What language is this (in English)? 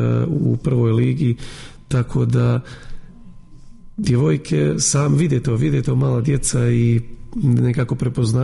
Serbian